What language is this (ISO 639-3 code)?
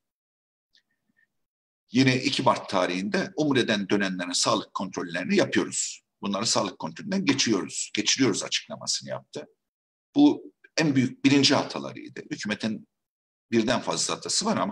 tur